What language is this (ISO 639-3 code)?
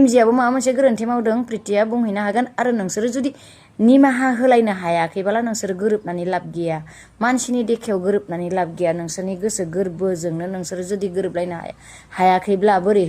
brx